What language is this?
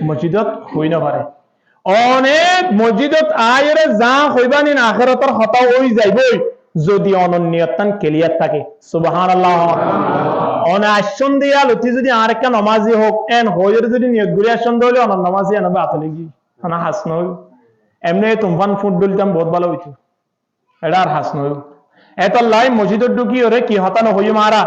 Rohingya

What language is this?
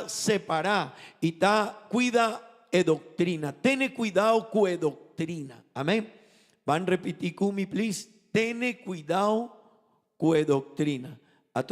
Papiamento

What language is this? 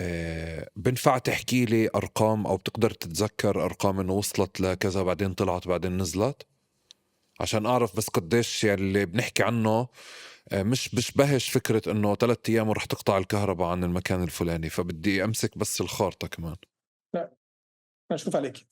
North Levantine Arabic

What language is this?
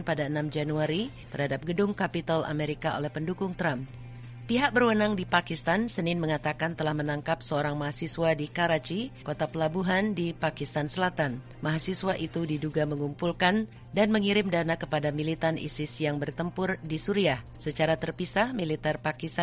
Indonesian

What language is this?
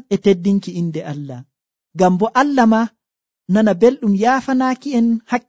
Nigerian Fulfulde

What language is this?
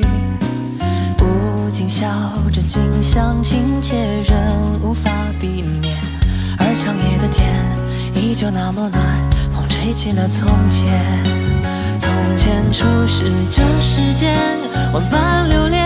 Chinese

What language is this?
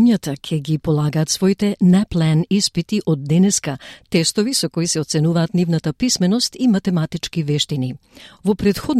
Macedonian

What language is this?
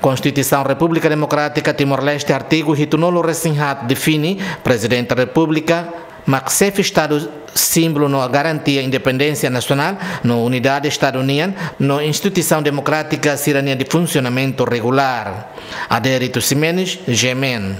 Tetum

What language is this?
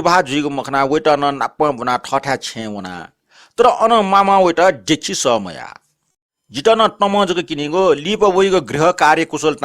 Newari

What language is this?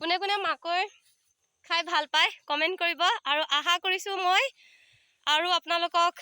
Assamese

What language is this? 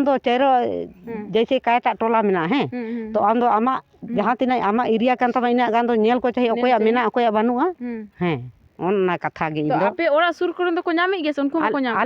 Santali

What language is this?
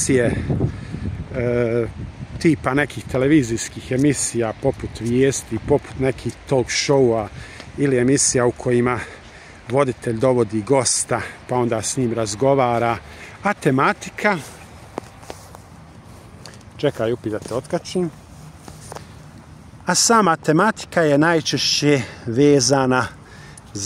Croatian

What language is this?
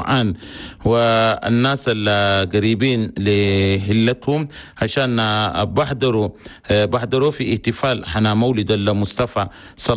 Chadian Arabic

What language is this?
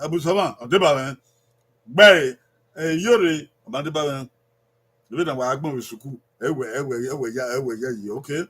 Bini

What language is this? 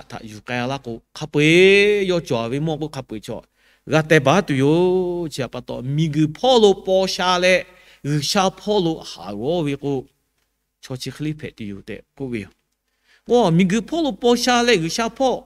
Lahu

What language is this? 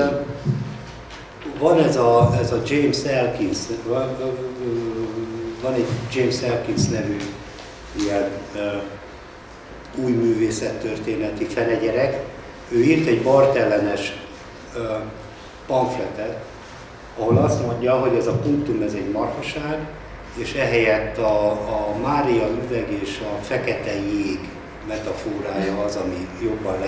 Hungarian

